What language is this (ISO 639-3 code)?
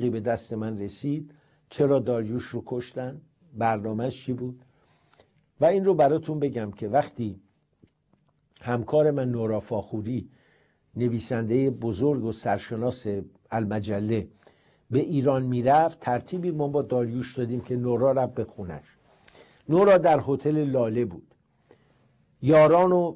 fas